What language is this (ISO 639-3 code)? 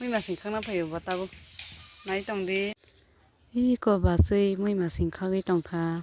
trp